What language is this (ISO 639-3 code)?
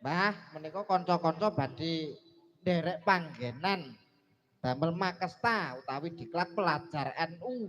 jav